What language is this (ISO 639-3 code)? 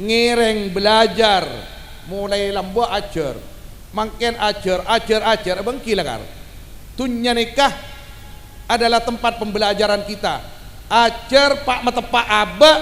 mad